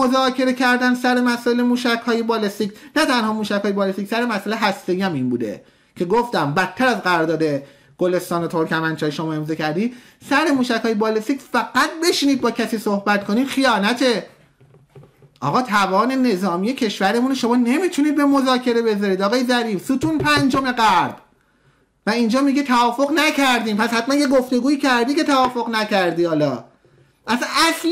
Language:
Persian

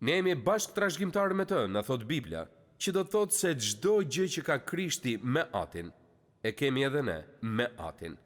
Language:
Albanian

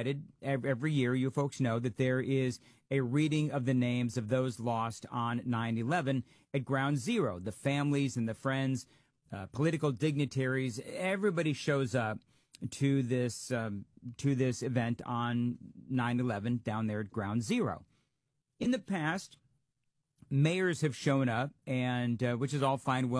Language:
English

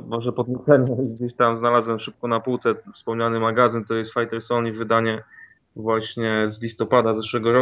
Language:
Polish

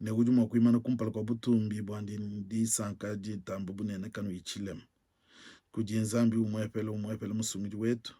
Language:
Luba-Lulua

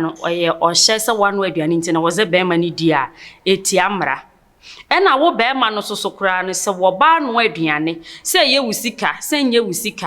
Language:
Akan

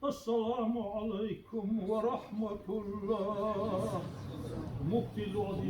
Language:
Chechen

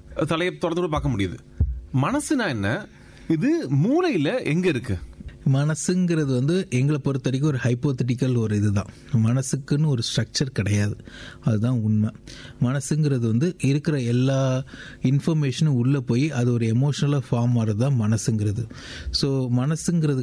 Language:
Tamil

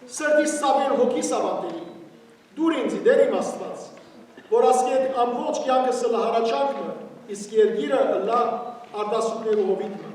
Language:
Western Armenian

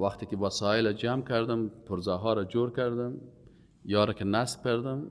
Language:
Persian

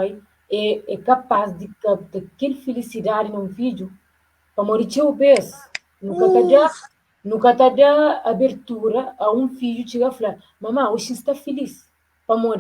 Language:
Kabuverdianu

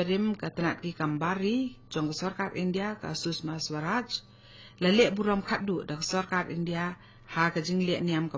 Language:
Khasi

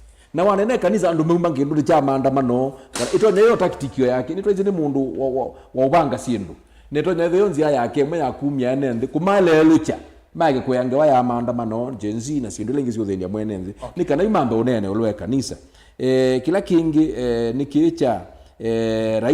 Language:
Kamba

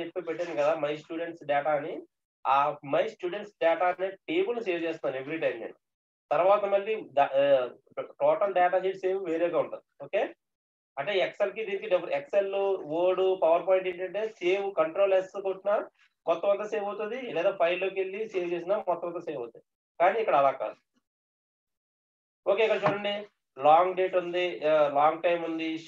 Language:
Telugu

